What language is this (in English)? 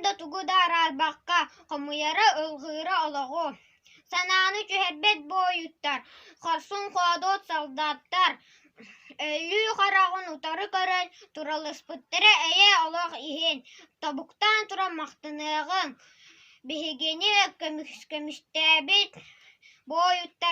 Yakut